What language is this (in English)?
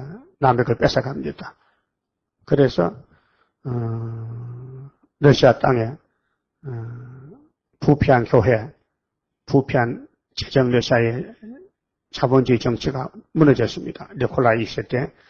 Korean